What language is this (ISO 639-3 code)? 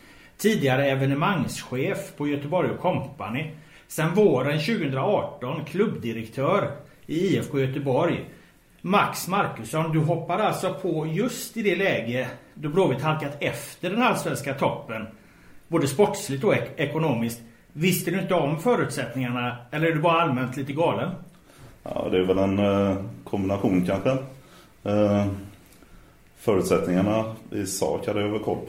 swe